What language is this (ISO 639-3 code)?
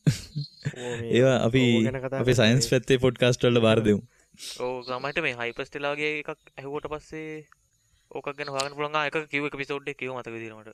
sin